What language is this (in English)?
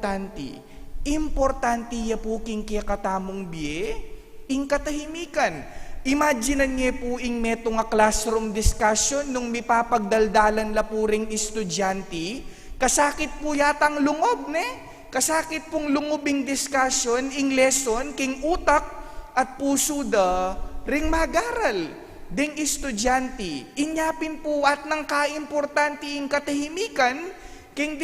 Pampanga